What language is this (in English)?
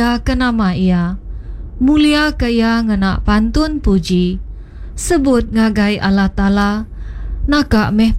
Iban